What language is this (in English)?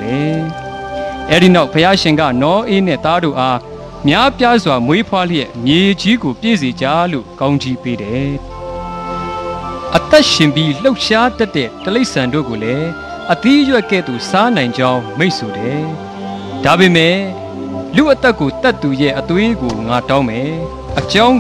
Burmese